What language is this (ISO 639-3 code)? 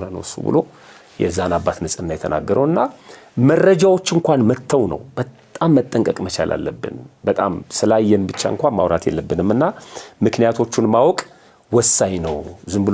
amh